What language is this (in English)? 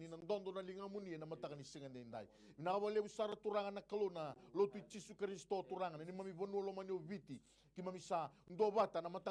Fijian